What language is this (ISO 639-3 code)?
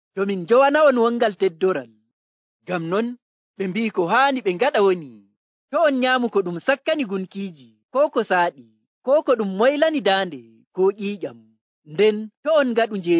fuv